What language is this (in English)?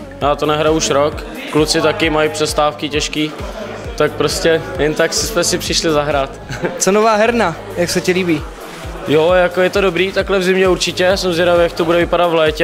Czech